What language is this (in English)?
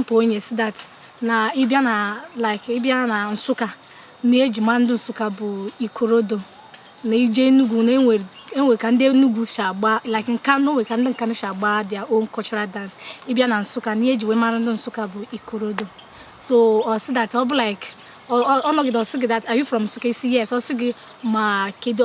Igbo